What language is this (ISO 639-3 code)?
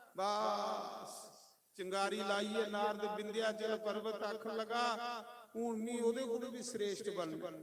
doi